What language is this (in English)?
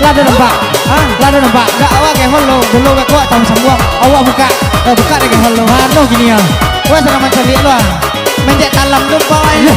Minangkabau